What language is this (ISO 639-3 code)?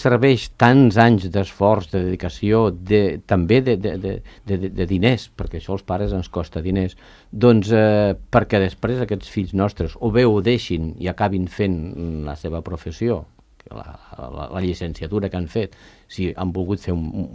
cat